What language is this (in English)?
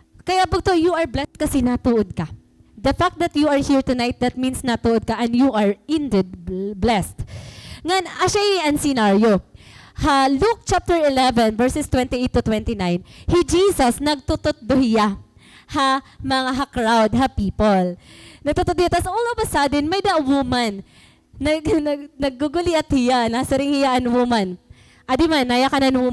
Waray